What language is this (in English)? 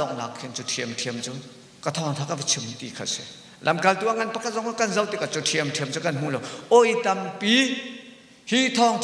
Hakha Chin